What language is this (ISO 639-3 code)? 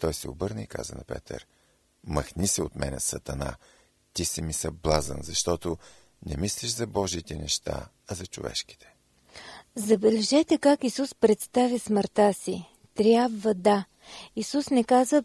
bul